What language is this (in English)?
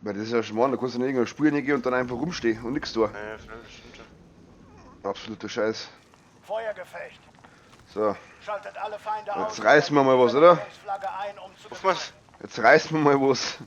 Bavarian